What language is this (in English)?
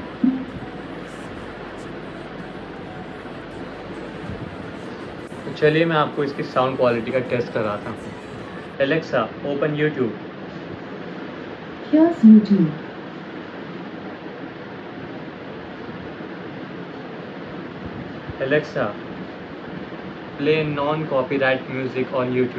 Hindi